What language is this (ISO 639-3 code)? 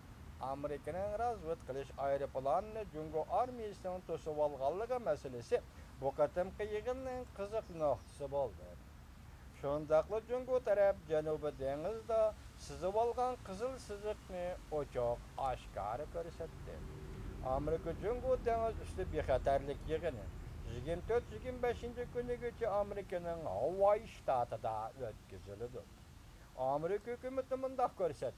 uig